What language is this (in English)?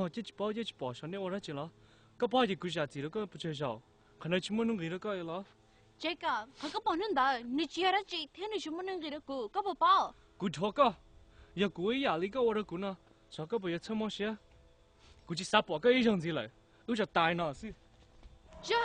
Hmong